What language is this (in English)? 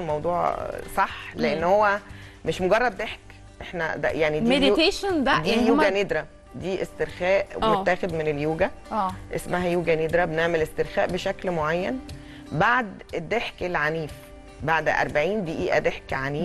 Egyptian Arabic